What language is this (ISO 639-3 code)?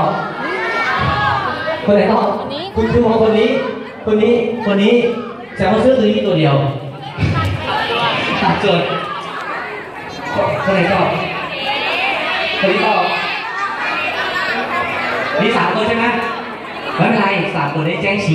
tha